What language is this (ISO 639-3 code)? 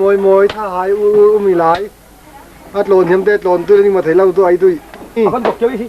cfm